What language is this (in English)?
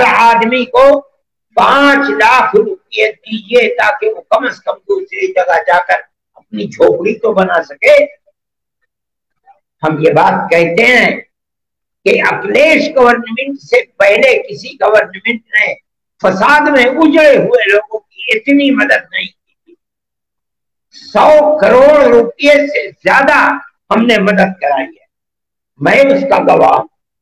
Urdu